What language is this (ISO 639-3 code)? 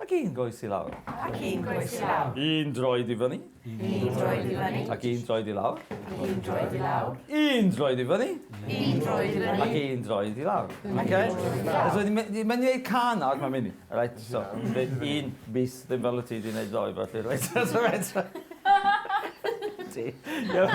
cym